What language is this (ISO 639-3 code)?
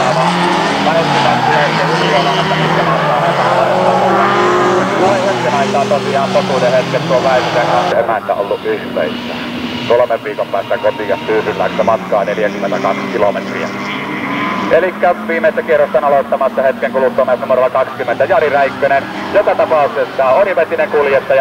fin